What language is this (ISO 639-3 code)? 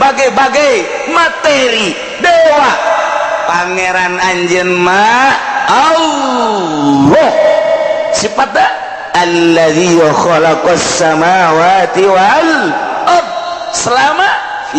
sun